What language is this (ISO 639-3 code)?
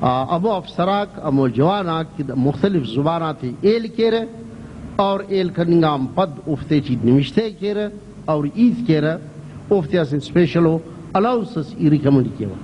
brh